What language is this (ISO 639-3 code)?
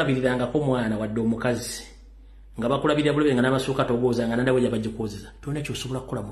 lug